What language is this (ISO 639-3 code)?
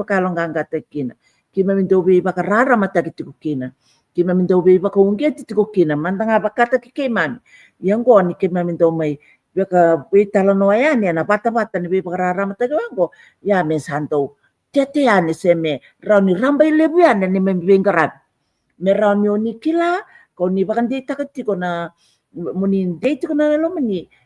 fij